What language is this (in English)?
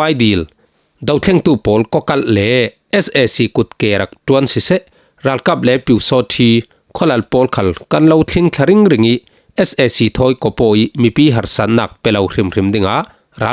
Falam Chin